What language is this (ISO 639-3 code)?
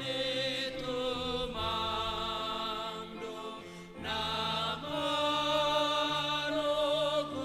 bts